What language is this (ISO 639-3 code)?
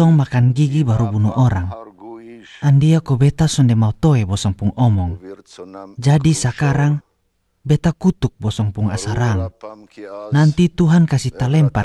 mkn